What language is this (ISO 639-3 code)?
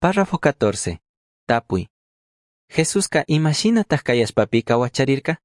qug